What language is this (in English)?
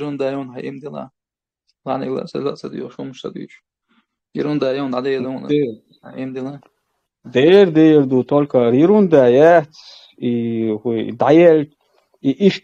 Chechen